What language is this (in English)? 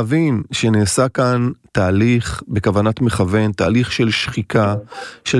Hebrew